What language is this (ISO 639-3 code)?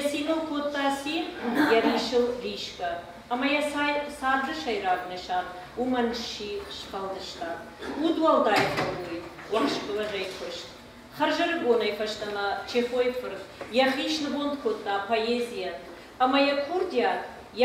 oss